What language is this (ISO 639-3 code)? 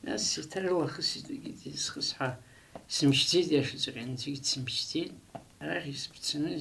abk